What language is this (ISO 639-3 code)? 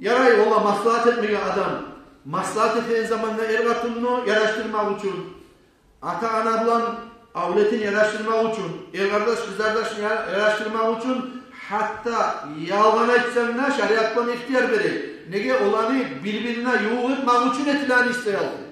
kum